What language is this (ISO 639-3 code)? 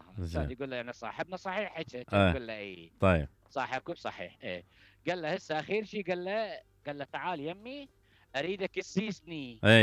acm